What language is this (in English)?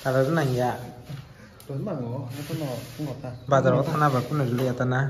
Kok Borok